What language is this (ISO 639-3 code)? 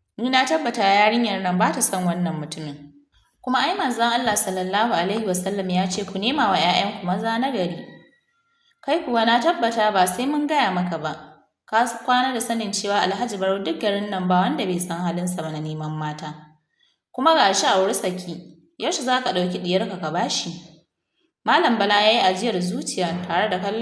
hau